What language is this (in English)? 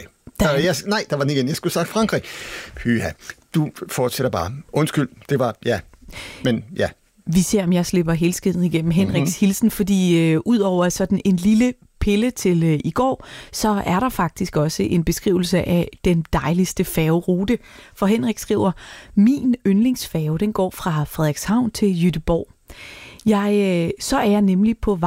Danish